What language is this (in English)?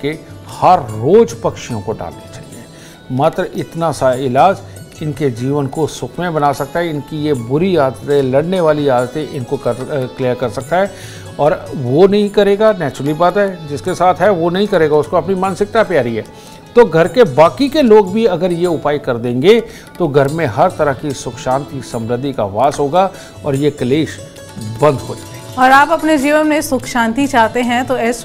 Hindi